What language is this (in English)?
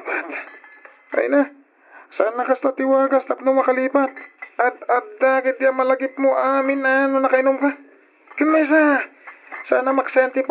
Iloko